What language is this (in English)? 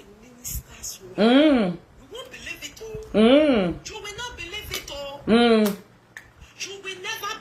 Nigerian Pidgin